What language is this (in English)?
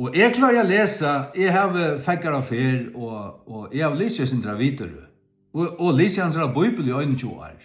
Faroese